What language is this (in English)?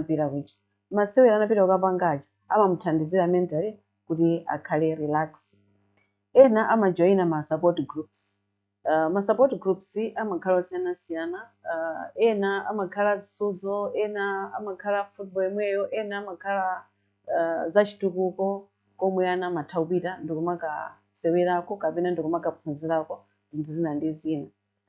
Nyanja